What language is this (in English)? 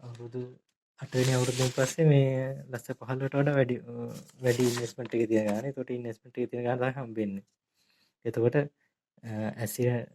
Sinhala